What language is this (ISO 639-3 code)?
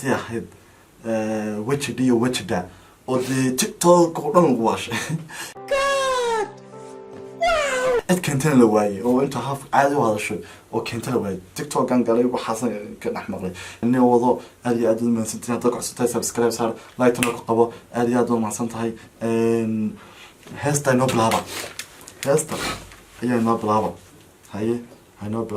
som